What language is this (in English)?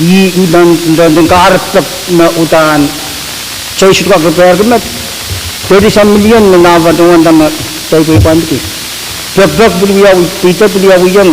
Pohnpeian